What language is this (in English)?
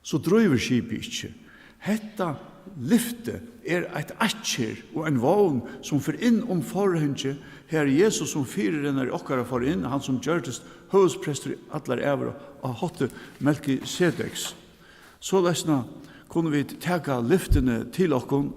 Faroese